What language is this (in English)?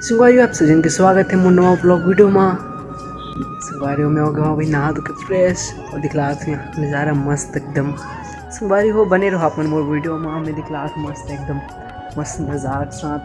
Chhattisgarhi